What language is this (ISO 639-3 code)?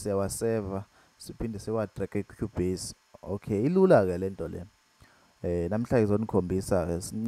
zul